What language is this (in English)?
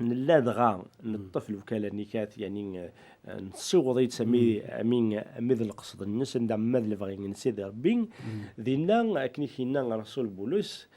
Kabyle